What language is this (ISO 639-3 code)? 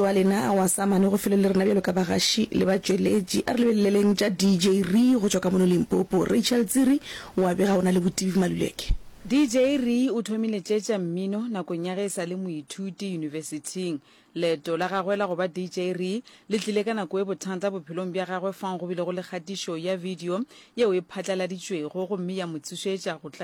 nso